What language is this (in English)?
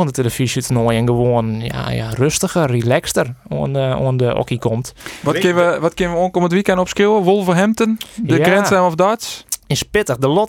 Western Frisian